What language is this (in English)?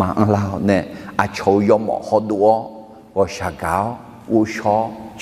Akha